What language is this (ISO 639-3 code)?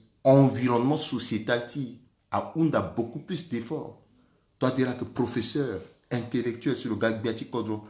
sag